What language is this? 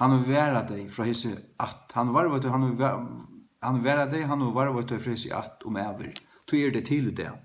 Faroese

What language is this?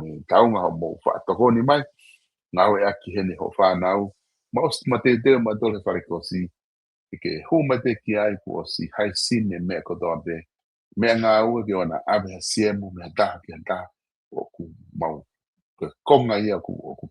Tongan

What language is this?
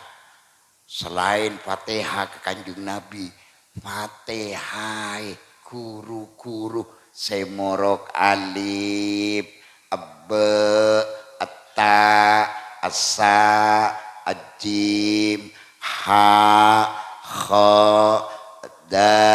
Madurese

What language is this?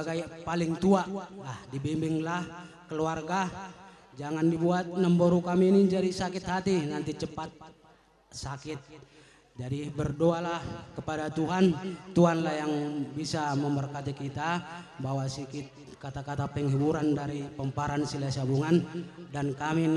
Batak Karo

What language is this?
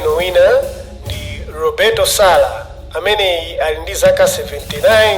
Nyanja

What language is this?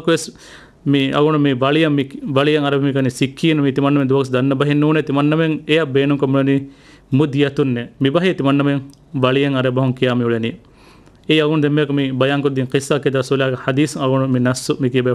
Divehi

